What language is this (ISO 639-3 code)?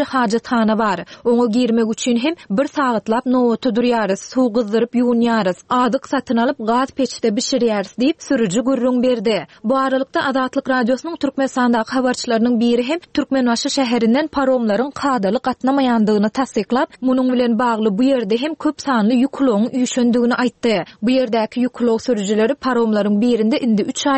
tuk